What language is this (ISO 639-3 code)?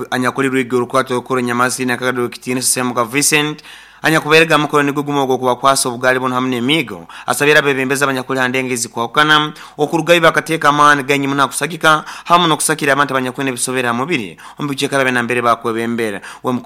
nyo